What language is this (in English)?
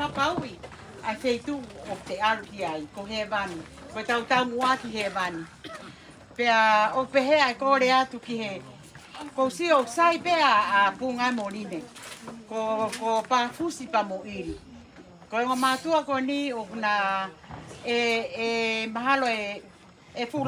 Tongan